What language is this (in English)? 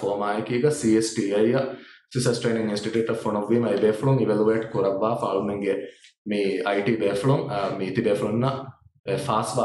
Divehi